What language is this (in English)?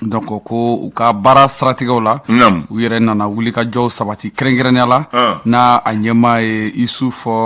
Bambara